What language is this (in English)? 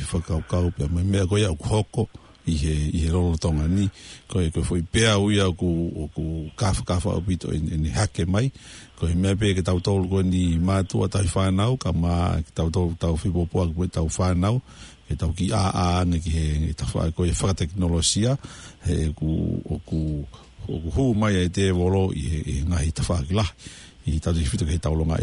Tongan